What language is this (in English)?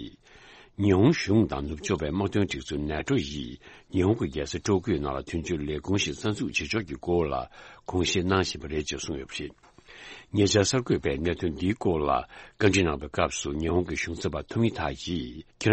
Tibetan